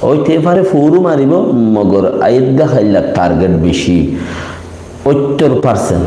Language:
Rohingya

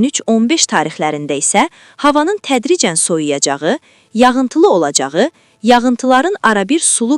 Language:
Azerbaijani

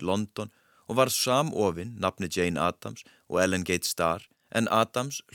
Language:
Icelandic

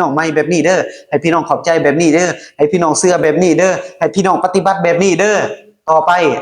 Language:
Lao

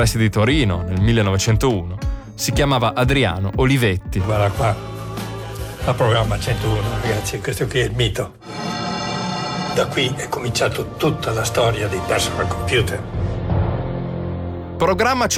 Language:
Italian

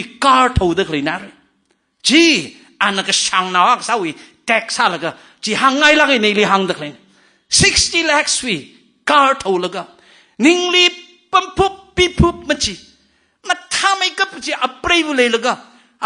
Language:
Tangkhul Naga (India)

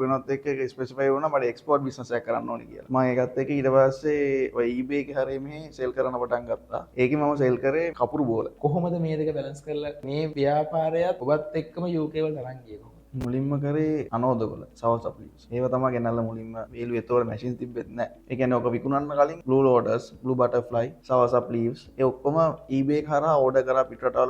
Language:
Sinhala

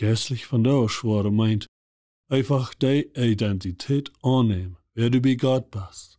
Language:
Plautdietsch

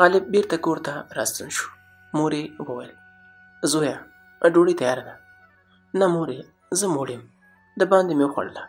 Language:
Pashto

